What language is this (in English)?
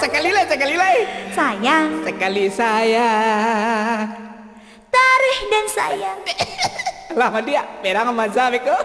Minangkabau